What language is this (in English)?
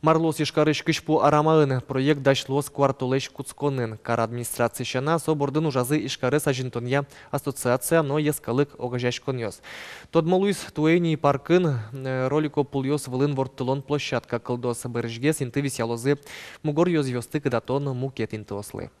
Udmurt